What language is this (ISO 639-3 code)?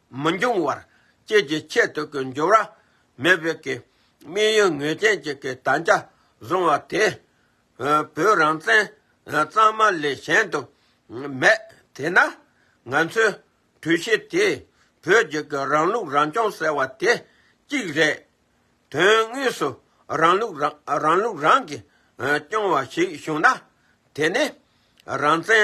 bod